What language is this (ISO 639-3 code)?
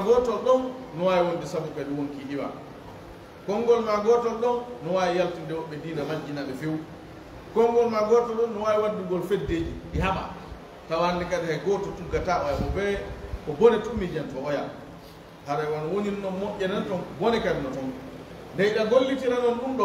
ful